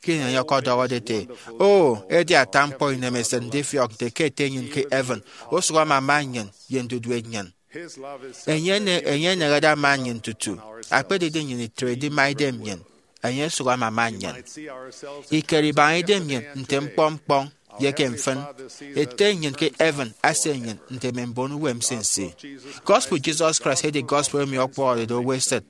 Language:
Efik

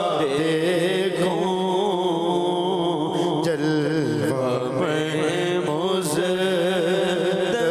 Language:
Urdu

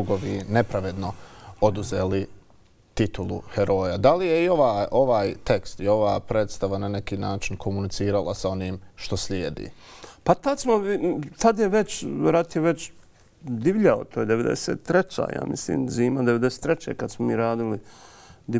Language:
Bosnian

